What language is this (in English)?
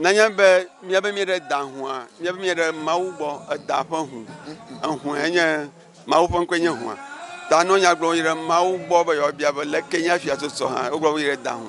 Ewe